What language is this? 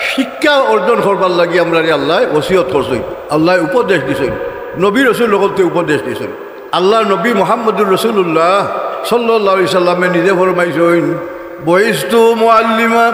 Sylheti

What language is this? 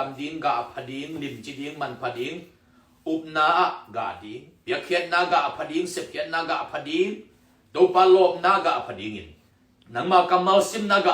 Tedim Chin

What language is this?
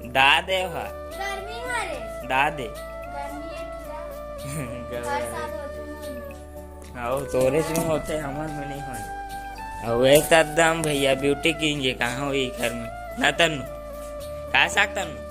Chhattisgarhi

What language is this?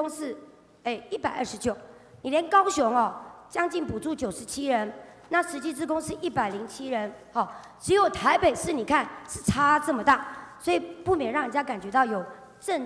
Chinese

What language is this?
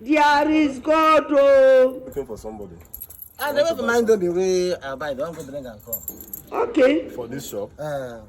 Nigerian Pidgin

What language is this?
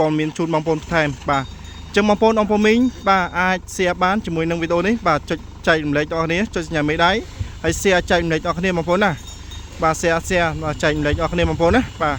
Khmer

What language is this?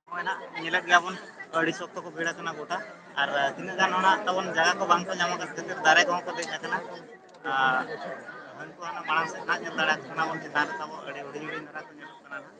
Santali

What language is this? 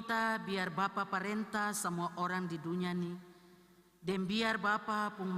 Ambonese Malay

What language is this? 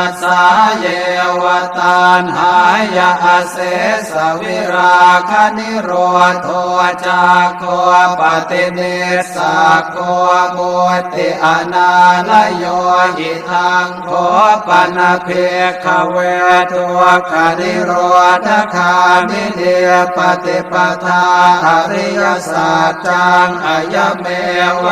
Pali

